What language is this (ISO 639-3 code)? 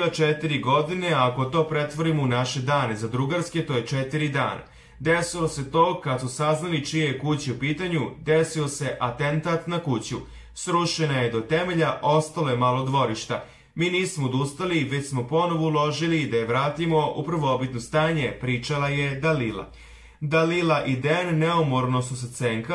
srp